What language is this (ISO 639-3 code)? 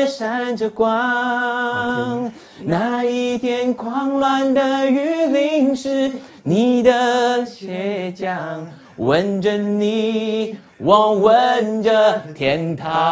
zho